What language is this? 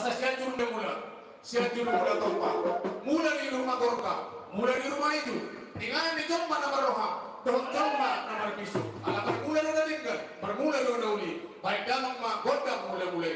Batak Toba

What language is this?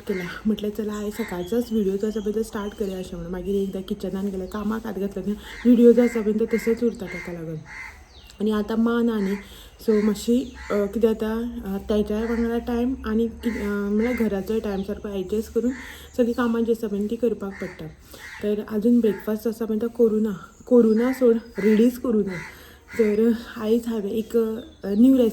Konkani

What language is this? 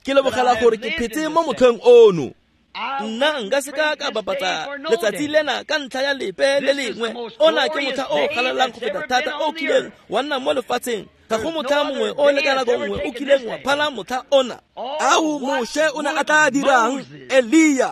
Tswana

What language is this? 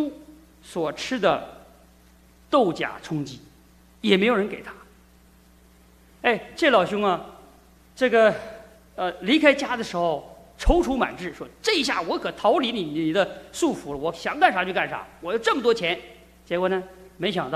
Chinese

